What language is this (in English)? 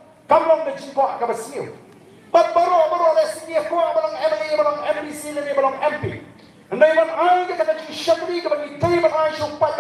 Khasi